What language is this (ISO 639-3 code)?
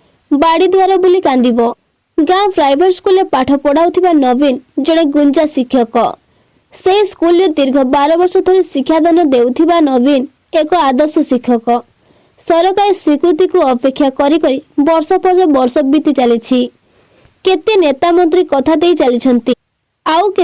ori